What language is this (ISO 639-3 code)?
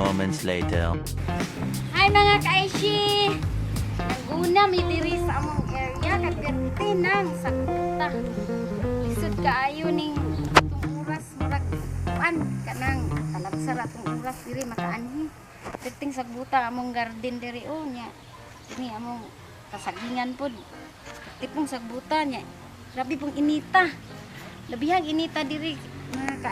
ceb